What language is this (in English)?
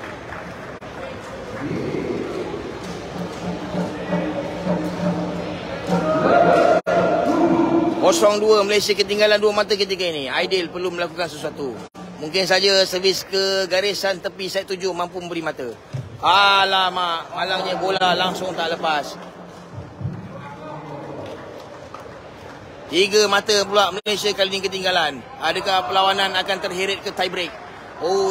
Malay